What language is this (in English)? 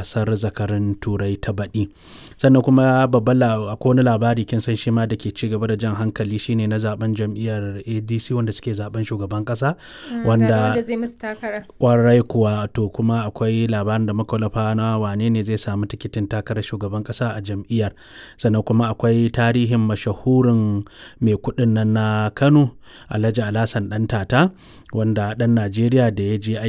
Hausa